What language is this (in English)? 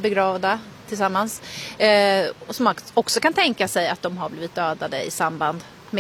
Swedish